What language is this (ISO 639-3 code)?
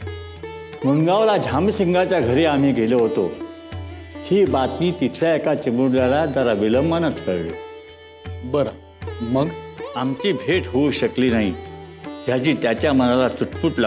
mar